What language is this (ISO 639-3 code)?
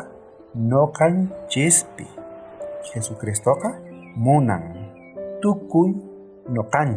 quh